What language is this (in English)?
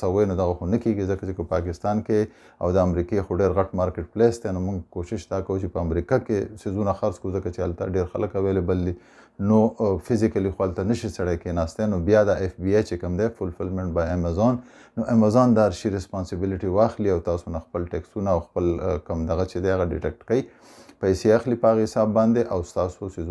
Pashto